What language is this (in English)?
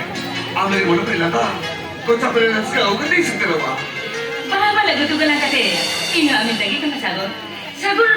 Santali